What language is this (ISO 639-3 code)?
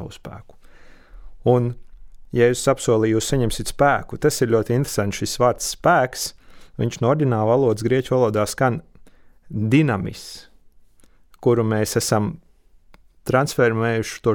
lav